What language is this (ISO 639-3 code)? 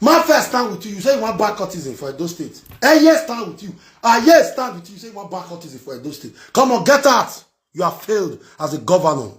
pcm